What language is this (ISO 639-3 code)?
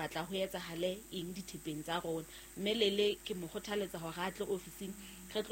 sot